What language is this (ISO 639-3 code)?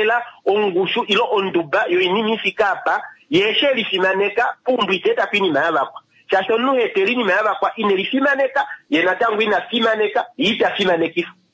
kua